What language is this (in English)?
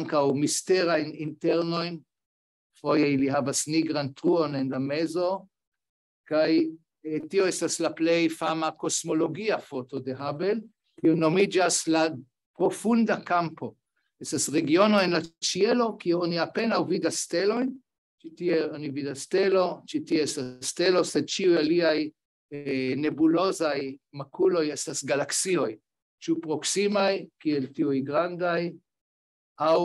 Esperanto